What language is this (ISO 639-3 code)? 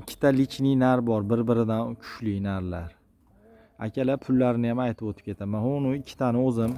uzb